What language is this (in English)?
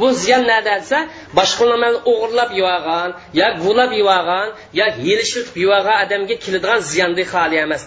Uyghur